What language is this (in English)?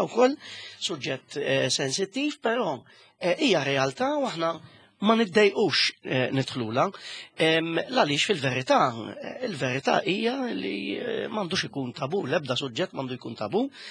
Maltese